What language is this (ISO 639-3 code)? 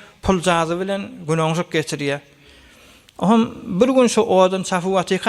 tuk